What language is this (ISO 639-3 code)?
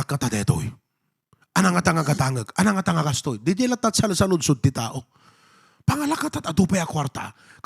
ilo